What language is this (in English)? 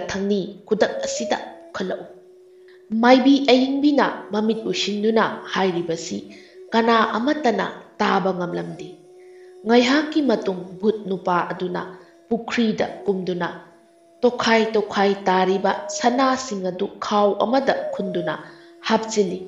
Manipuri